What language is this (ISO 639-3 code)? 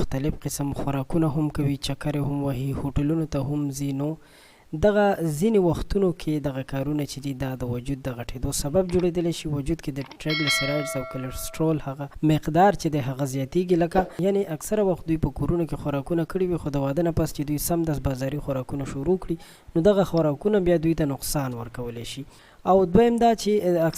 pus